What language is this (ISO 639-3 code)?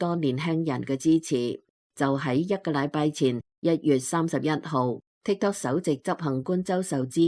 yue